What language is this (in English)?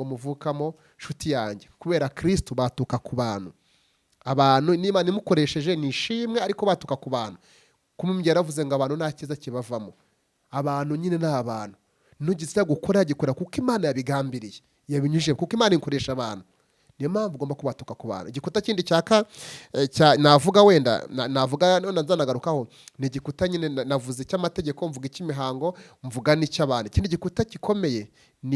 Kinyarwanda